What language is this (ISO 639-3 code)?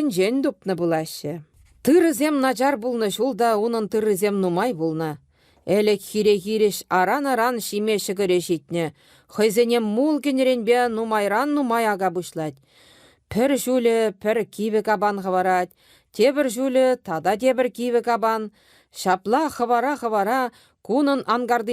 chv